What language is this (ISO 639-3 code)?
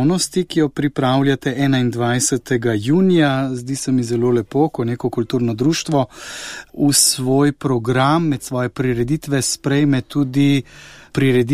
slv